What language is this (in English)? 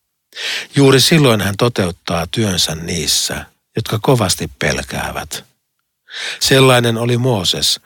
Finnish